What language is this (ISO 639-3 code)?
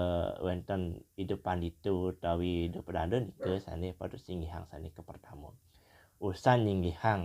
ban